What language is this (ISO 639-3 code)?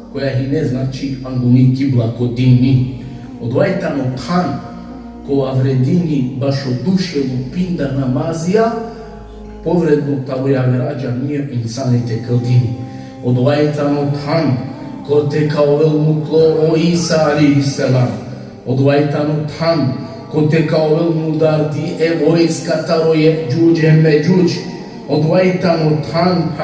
rmn